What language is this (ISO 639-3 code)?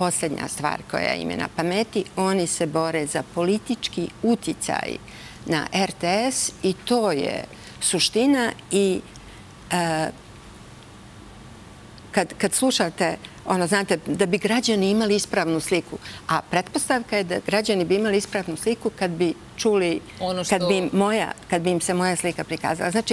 srp